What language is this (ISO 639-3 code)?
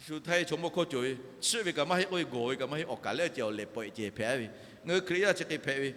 lhu